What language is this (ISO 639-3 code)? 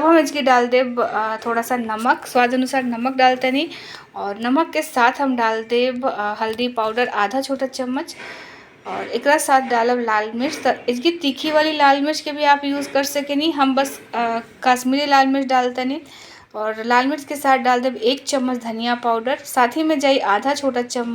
bho